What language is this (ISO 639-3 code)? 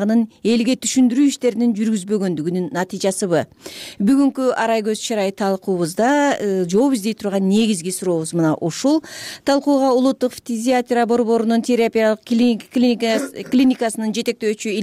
kir